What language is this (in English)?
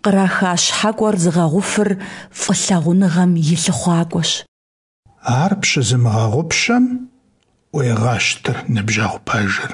Kabardian